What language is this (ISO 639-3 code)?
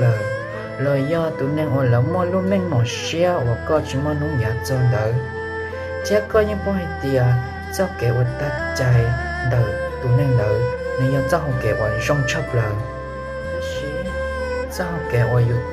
hmn